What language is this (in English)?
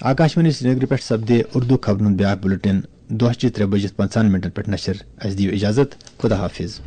Kashmiri